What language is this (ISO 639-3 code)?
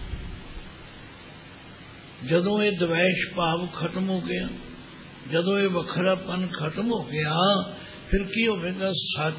pan